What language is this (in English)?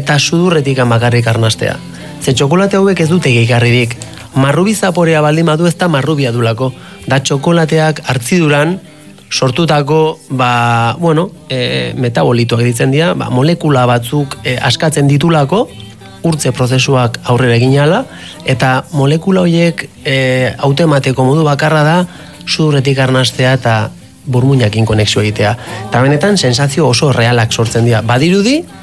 Basque